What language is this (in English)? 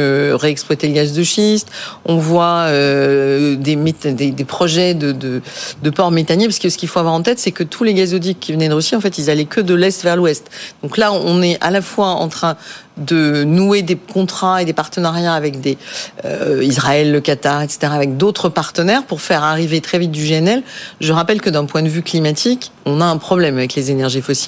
French